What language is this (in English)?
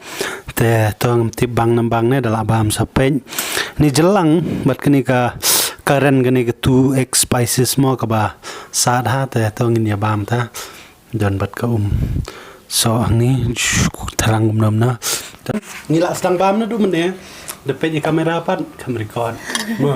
Khasi